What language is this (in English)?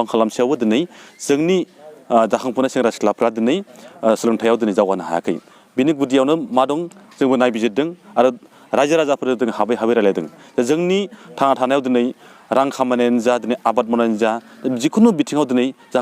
Bodo